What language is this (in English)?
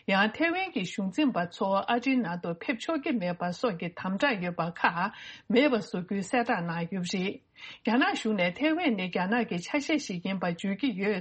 Tibetan